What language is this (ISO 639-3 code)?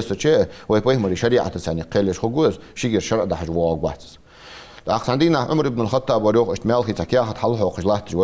inh